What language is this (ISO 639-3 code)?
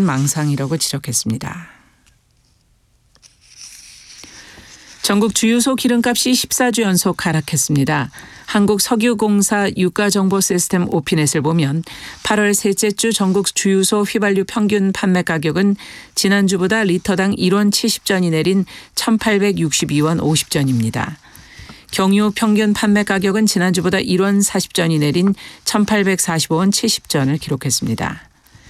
kor